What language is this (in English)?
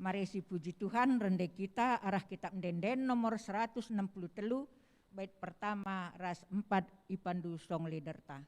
Batak Karo